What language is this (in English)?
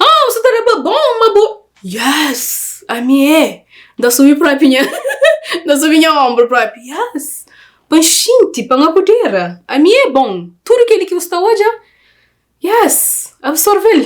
Kabuverdianu